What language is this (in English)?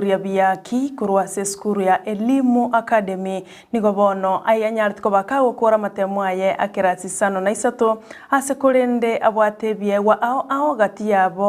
Gusii